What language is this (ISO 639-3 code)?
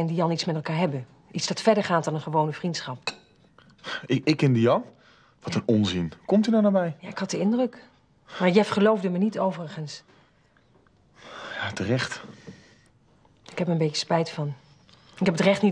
nld